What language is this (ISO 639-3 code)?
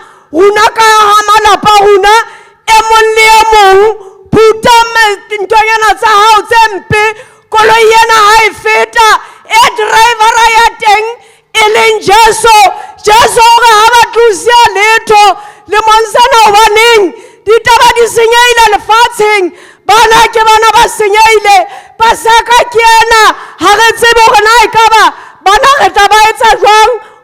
sot